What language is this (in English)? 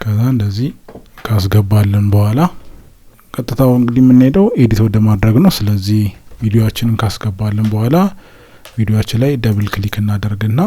Amharic